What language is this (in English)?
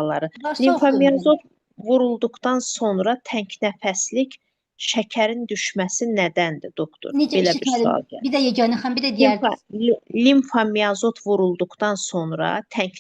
Azerbaijani